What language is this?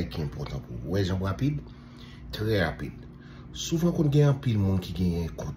Haitian Creole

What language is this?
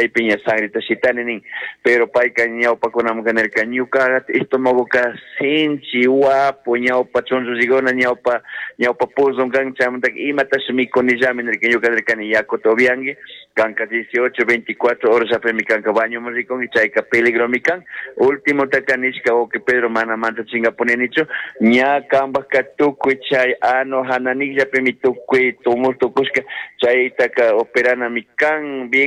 Chimborazo Highland Quichua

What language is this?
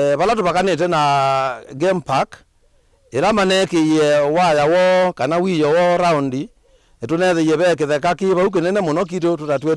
Kamba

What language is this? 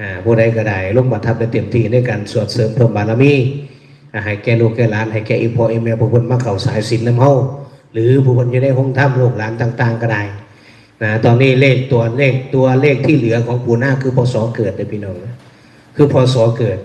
Northeastern Thai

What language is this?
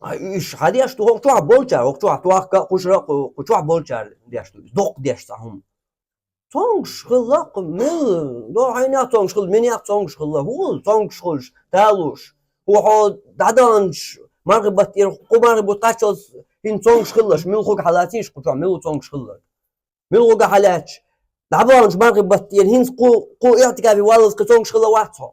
Chechen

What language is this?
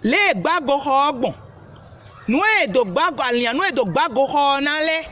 Fon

